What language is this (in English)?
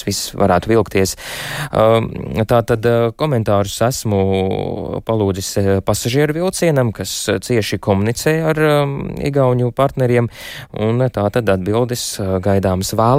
Latvian